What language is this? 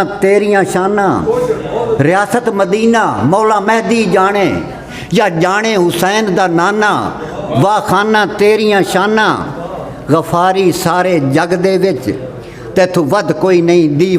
Saraiki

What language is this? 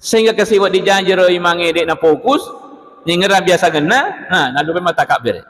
Buginese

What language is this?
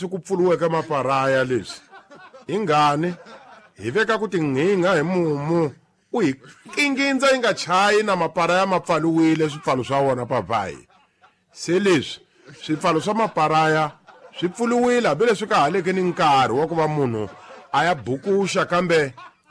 Tsonga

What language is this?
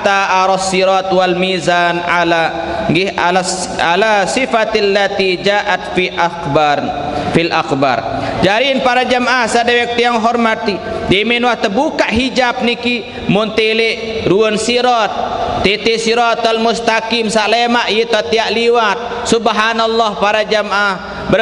Sasak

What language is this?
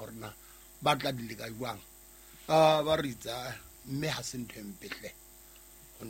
Southern Sotho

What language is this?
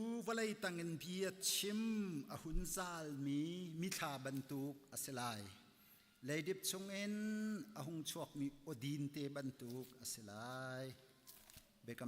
Hakha Chin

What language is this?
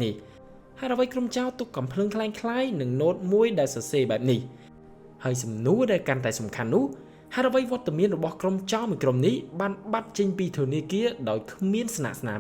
Khmer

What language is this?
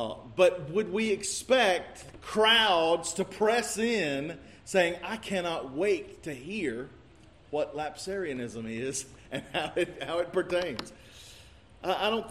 English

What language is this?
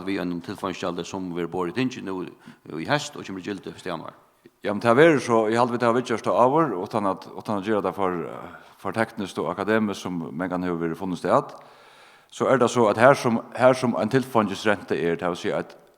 Faroese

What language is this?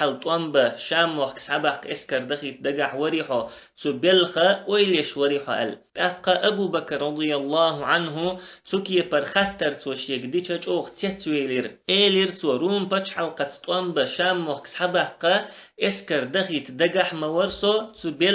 Chechen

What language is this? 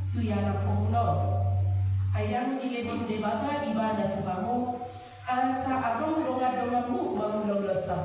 Batak Toba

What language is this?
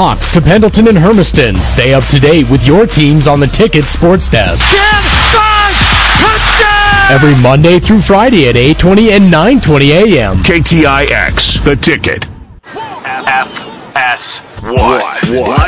English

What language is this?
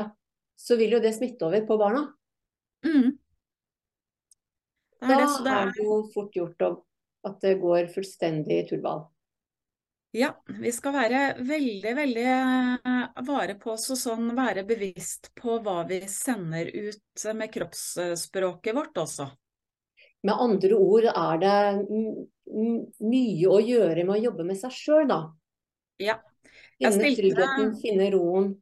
Norwegian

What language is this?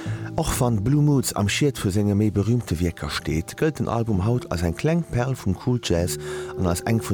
Luxembourgish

